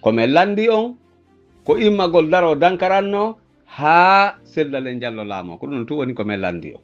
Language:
Pular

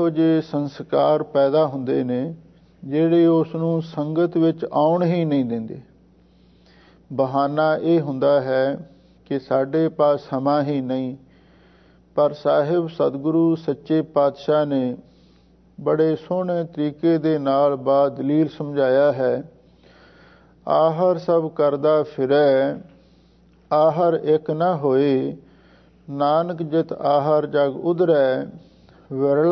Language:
Punjabi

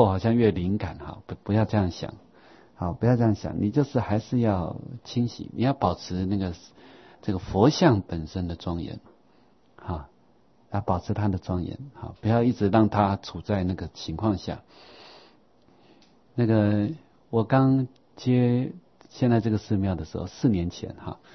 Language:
Chinese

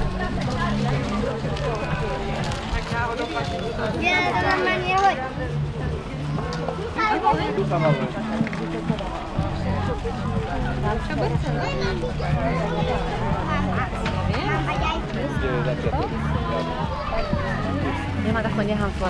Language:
Slovak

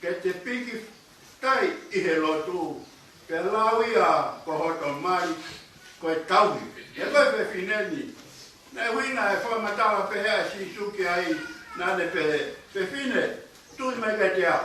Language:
Tongan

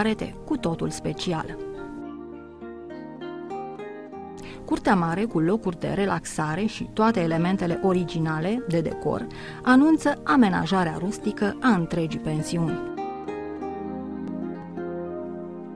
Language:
Romanian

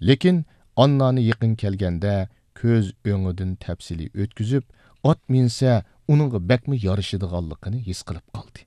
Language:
Uyghur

